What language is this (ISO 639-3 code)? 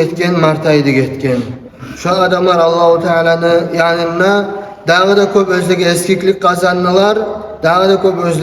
kum